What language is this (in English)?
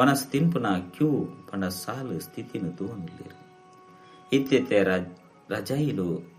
Tulu